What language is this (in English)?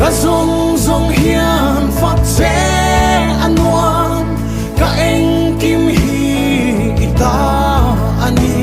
Mizo